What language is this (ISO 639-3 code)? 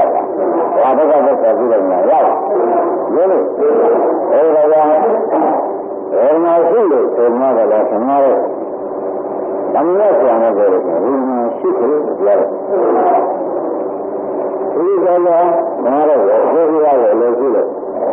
mya